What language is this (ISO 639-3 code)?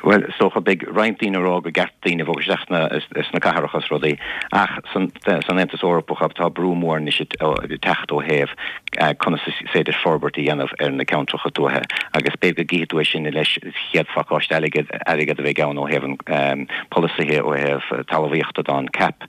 gle